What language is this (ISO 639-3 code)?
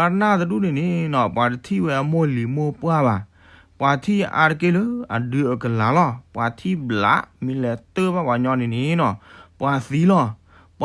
ksw